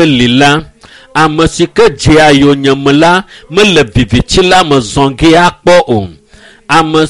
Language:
Ewe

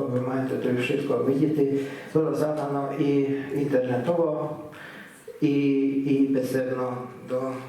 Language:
Rusyn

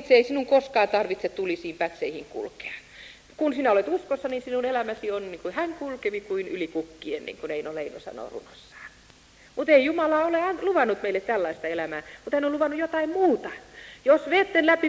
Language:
Finnish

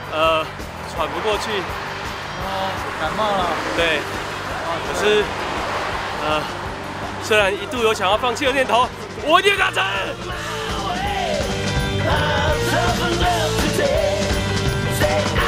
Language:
Chinese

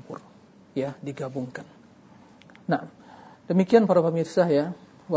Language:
Indonesian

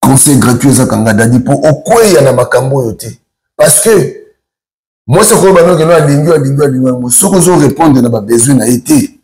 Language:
Lingala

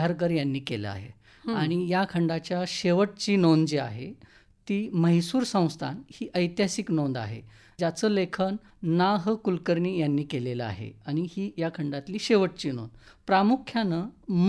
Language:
Marathi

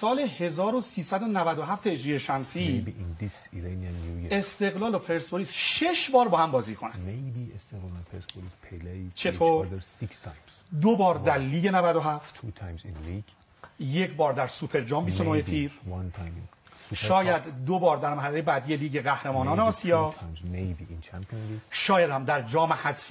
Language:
Persian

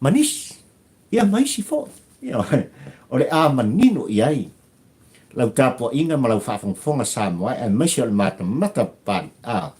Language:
Samoan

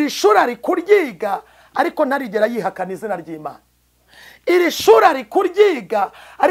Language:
Kinyarwanda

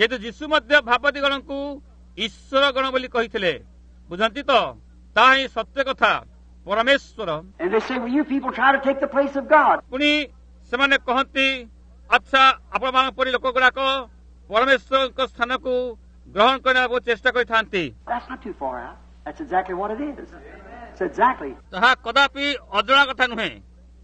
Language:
Odia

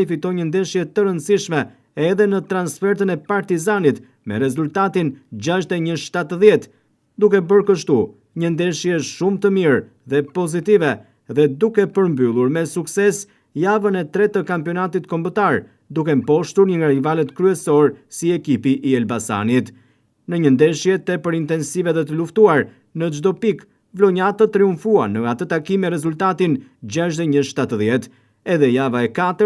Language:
Albanian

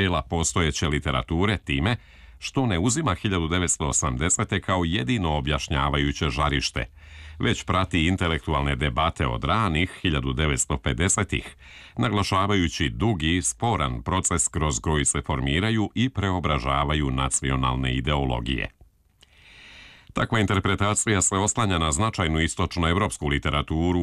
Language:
Serbian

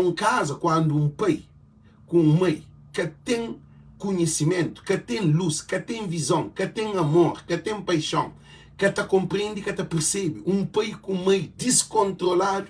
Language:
Kabuverdianu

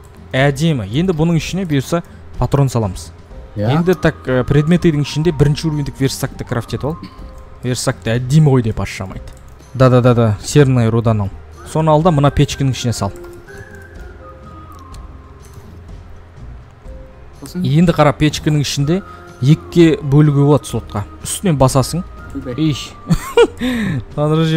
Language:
Kazakh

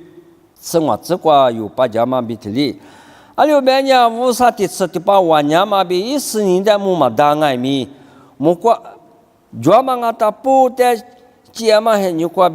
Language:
Lisu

